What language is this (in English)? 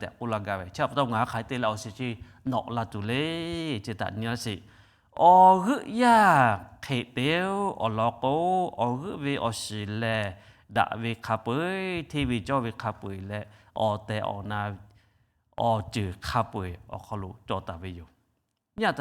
Lahu